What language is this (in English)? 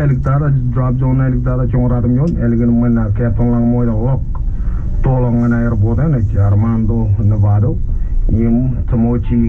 Marshallese